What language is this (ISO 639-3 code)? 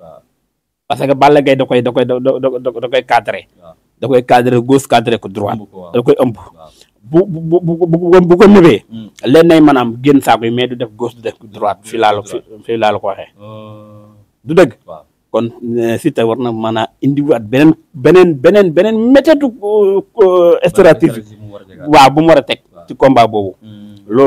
wol